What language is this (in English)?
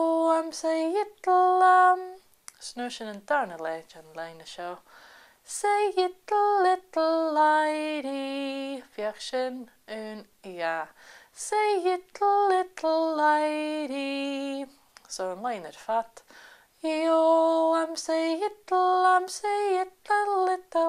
Scottish Gaelic